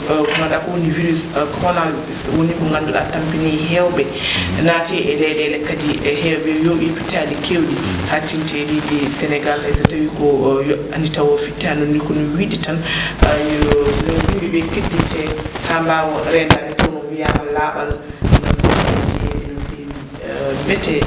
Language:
Fula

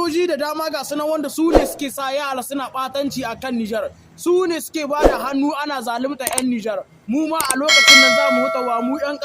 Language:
Hausa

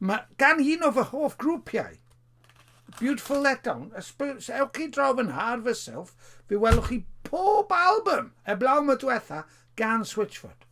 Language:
Welsh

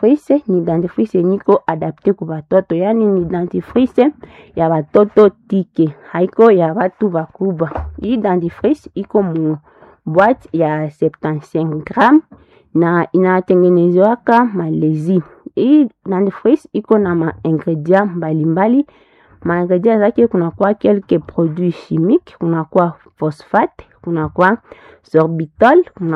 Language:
Swahili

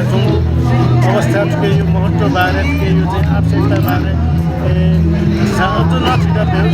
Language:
Newari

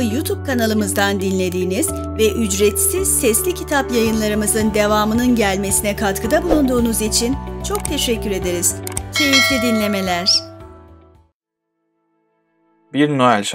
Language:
Turkish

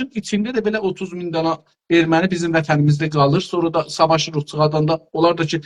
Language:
South Azerbaijani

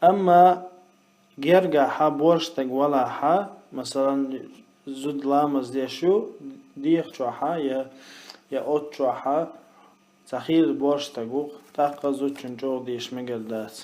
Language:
Chechen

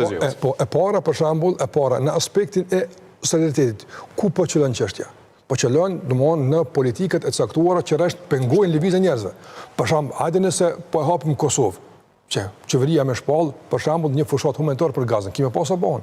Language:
Albanian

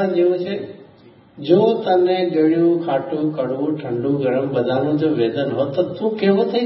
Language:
Gujarati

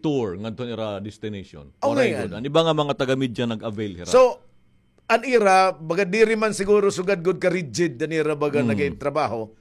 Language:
Waray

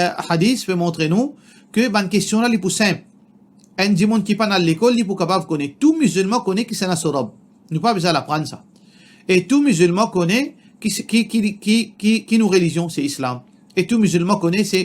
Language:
Morisyen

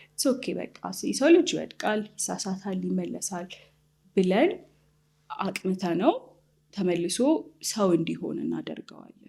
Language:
Amharic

